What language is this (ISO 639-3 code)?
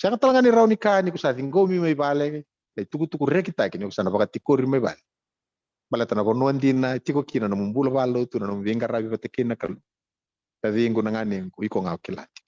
fij